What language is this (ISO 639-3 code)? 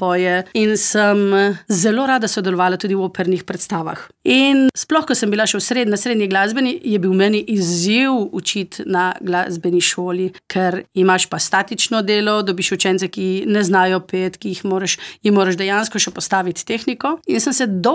slv